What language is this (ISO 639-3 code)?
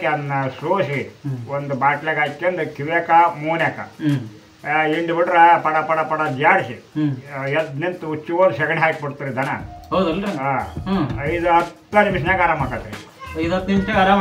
kan